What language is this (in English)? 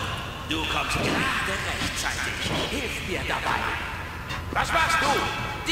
Bavarian